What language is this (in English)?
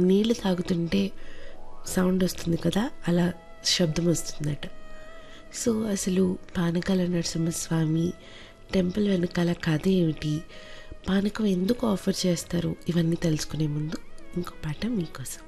Telugu